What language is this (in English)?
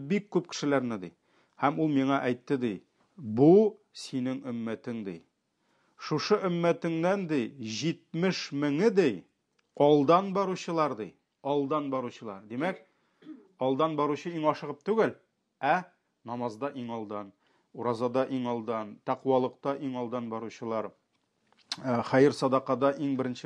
Tatar